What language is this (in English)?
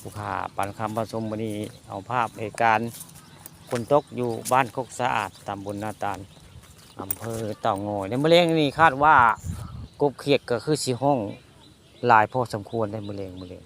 Northeastern Thai